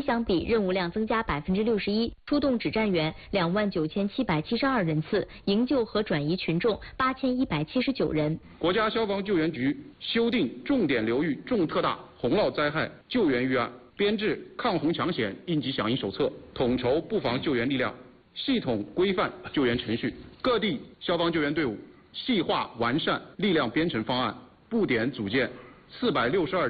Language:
Chinese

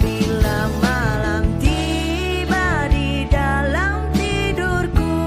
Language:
Banjar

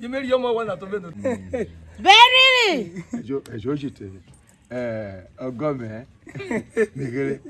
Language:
Urhobo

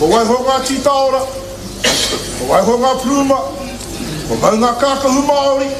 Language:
Māori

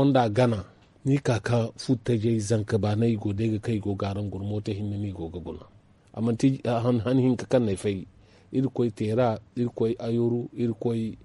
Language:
Zarma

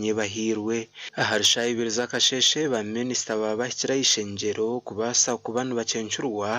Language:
Nyankole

